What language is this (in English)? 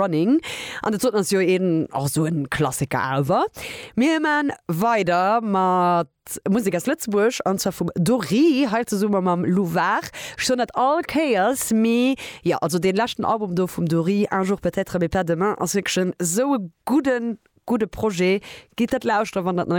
Luxembourgish